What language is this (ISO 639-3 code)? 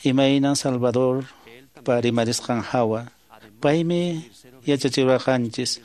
que